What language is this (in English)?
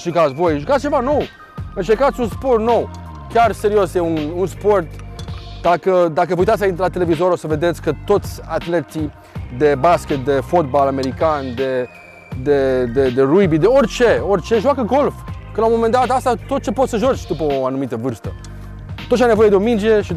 Romanian